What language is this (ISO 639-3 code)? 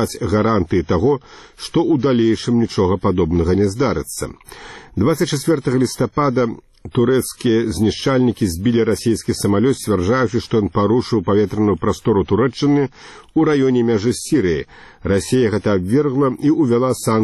bel